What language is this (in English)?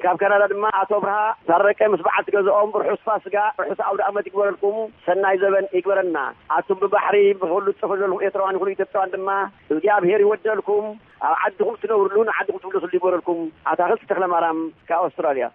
Tigrinya